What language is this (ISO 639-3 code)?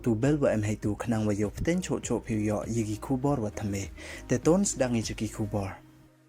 pbv